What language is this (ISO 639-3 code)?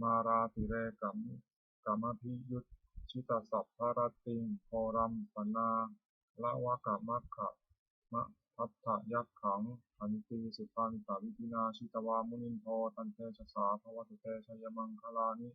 pli